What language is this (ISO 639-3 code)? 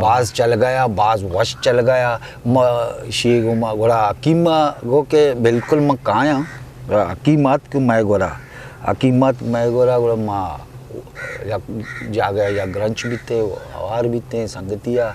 bgp